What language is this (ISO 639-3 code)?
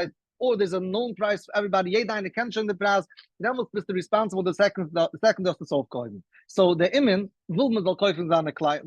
yid